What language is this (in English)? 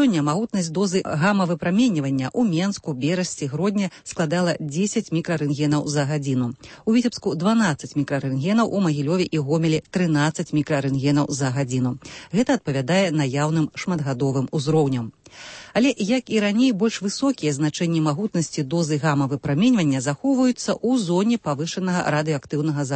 Belarusian